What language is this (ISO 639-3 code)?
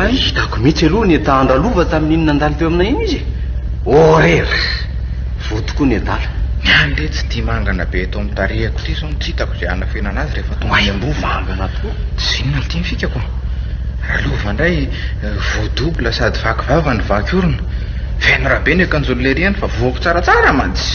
mlg